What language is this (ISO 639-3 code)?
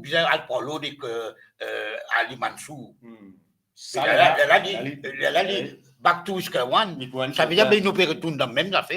mfe